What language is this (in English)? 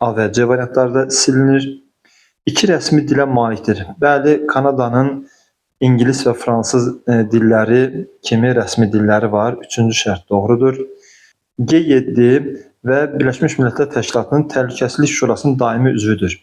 Azerbaijani